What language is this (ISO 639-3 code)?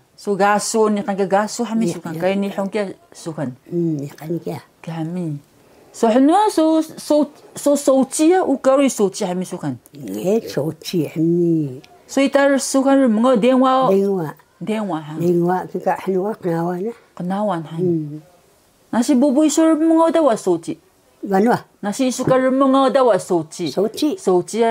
trv